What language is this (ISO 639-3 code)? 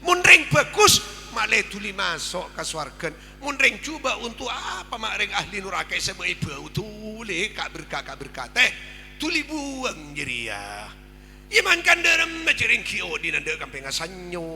mad